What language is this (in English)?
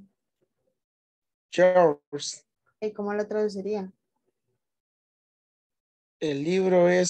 Spanish